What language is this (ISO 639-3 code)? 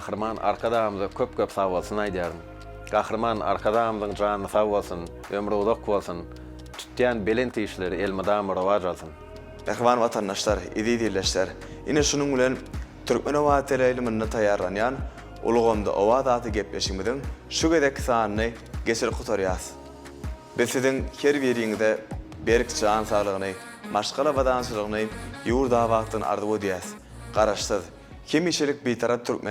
tuk